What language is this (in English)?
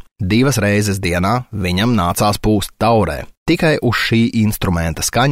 Latvian